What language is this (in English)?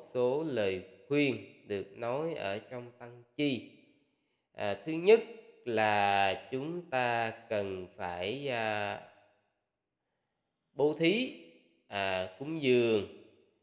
Vietnamese